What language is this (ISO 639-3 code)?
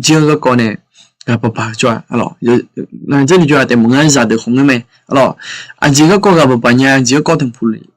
ahk